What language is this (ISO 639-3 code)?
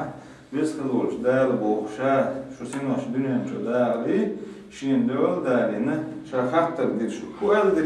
che